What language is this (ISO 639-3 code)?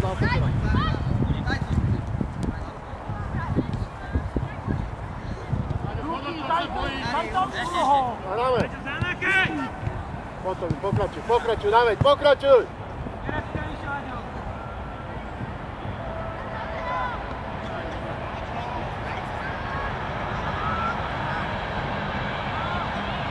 slk